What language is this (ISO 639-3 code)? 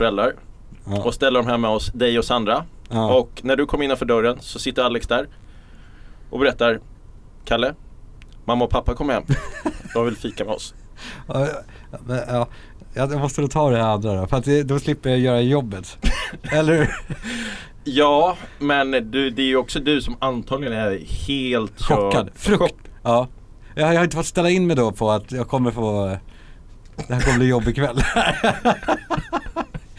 swe